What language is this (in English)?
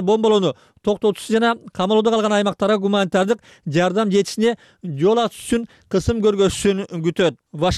Kyrgyz